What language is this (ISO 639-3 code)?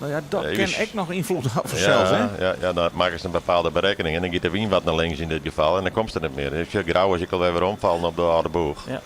fry